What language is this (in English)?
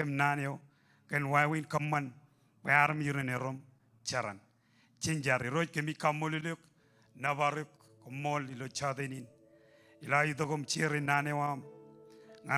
Marshallese